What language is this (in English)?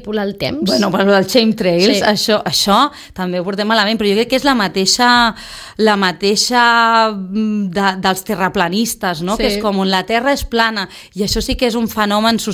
Catalan